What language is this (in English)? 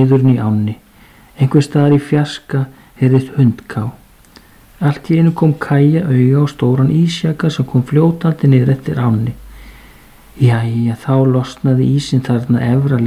Icelandic